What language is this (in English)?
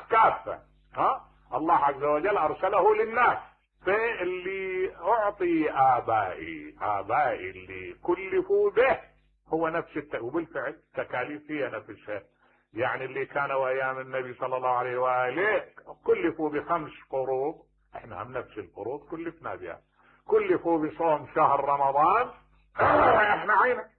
Mesopotamian Arabic